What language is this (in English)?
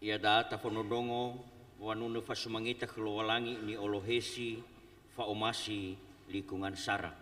Nias